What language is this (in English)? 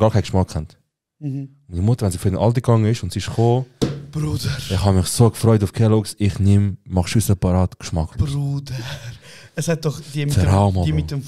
Swiss German